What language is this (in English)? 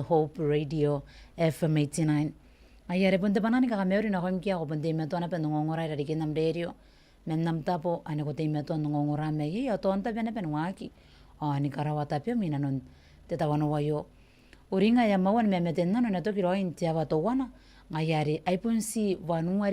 Gilbertese